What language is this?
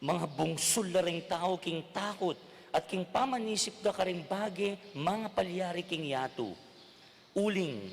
Pampanga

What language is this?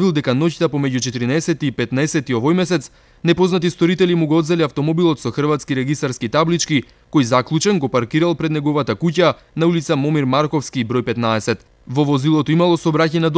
Macedonian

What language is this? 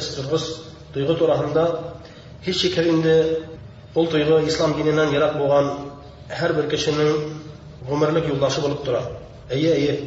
Bashkir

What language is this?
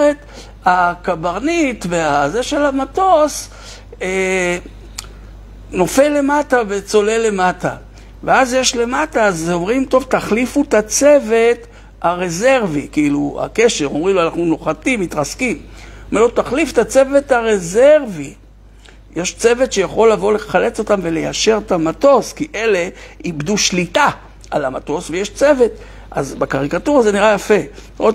Hebrew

